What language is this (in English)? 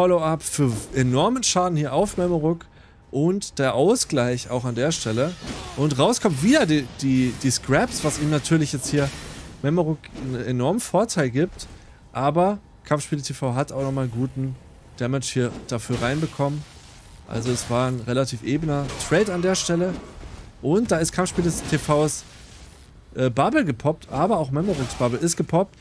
German